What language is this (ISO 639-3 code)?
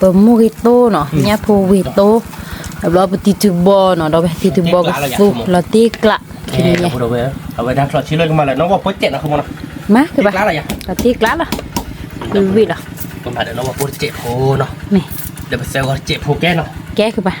ksw